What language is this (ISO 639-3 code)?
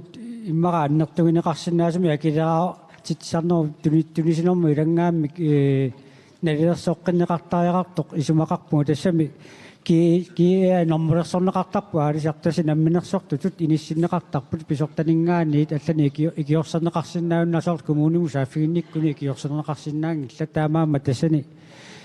kal